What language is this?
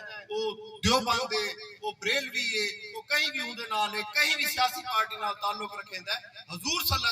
Saraiki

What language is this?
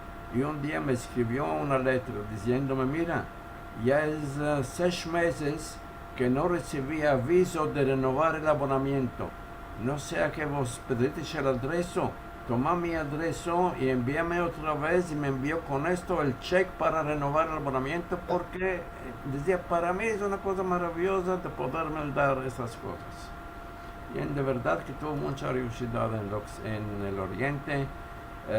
Ladino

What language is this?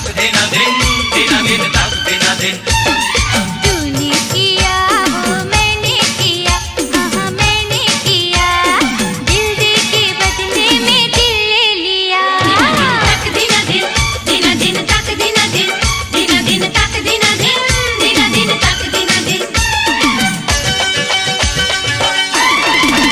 Hindi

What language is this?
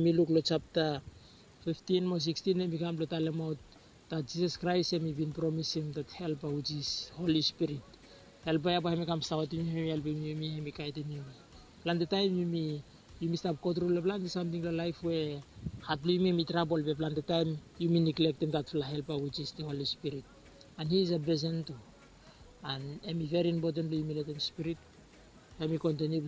Bislama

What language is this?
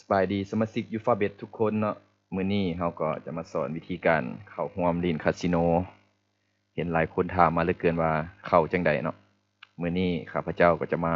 Lao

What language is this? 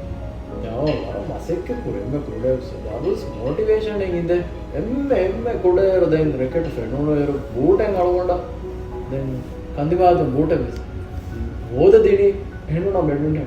Divehi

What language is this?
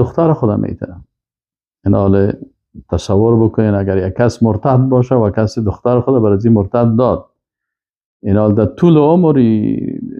Persian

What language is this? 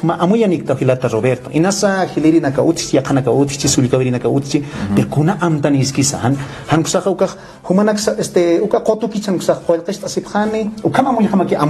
Aymara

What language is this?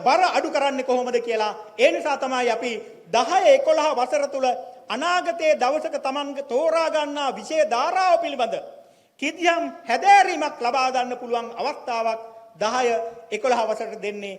Sinhala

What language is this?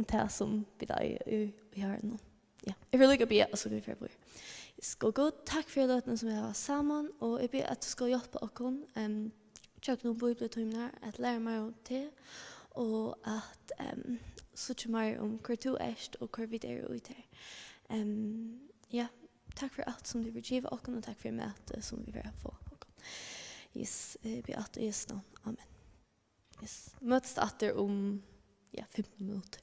Faroese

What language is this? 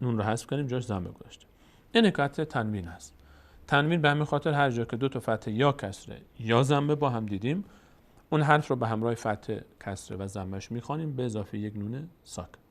Persian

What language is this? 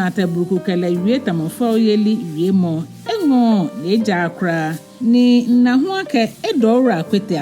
Ga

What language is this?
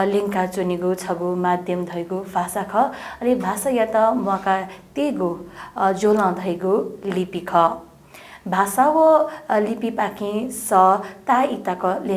Newari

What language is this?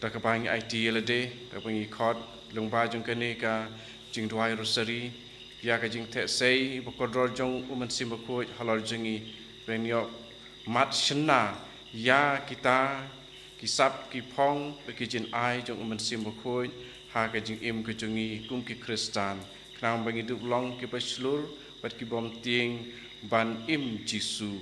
Khasi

